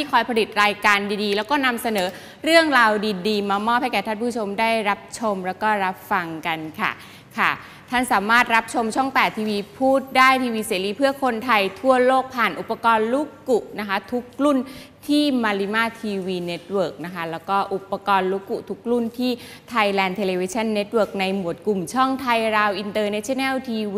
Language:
Thai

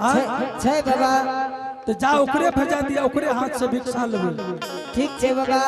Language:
Angika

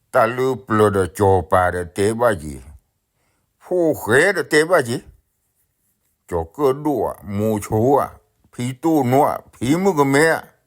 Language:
S'gaw Karen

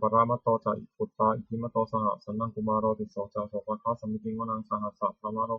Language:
Pali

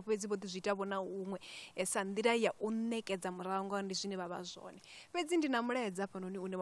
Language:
Venda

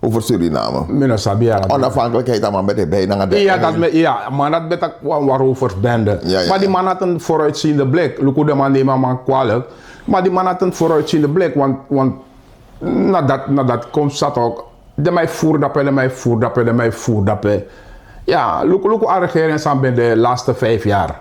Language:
Sranan Tongo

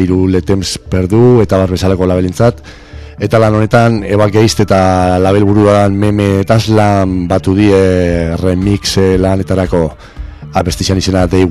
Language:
Basque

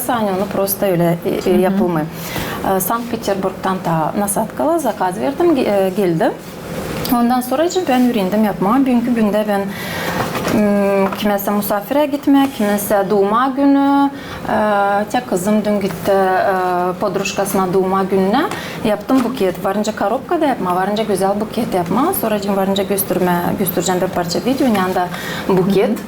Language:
Gagauz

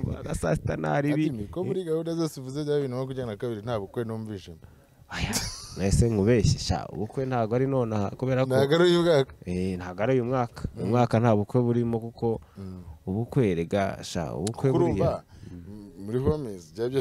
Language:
Kinyarwanda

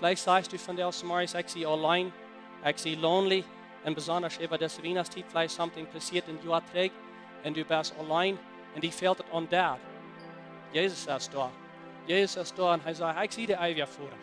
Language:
Plautdietsch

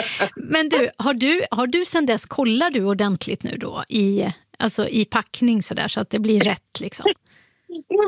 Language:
Swedish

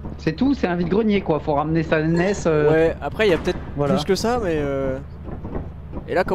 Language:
French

